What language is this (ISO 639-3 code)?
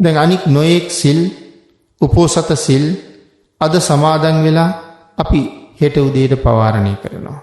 sin